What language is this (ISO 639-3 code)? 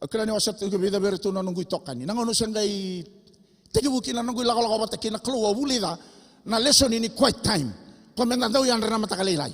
fij